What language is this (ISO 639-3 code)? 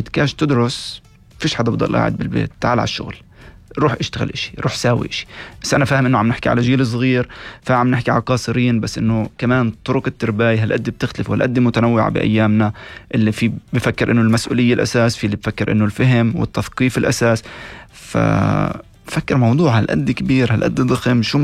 apc